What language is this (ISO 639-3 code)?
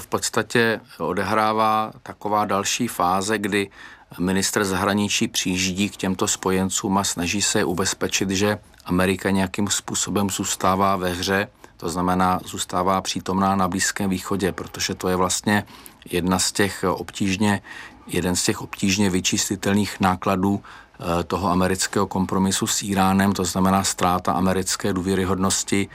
ces